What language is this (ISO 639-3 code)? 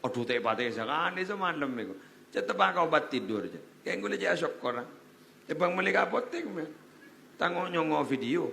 mad